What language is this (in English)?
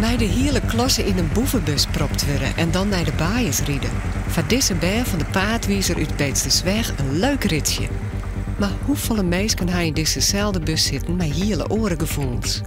Western Frisian